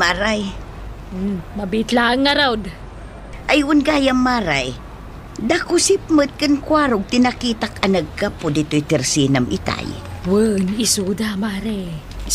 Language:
Iloko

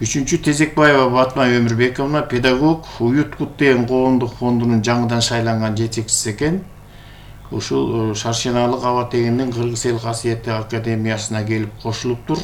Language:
Kyrgyz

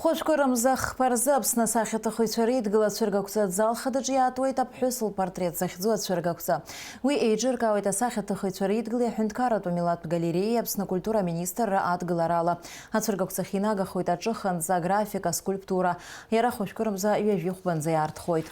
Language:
Abkhazian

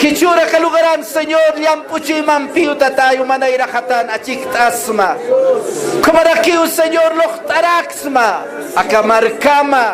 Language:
Aymara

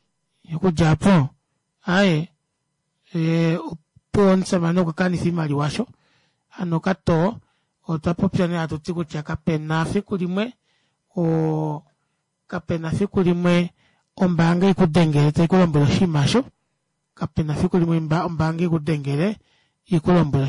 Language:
Kuanyama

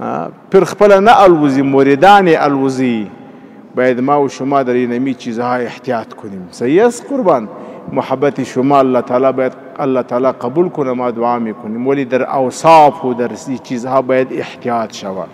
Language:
Pashto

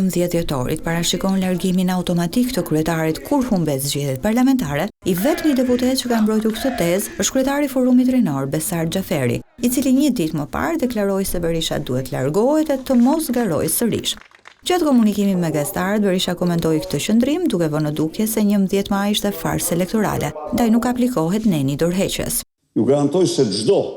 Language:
Albanian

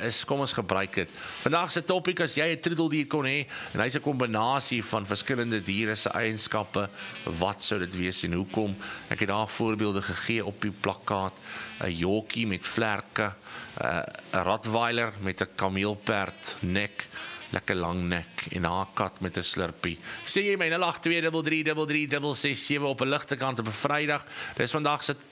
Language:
Afrikaans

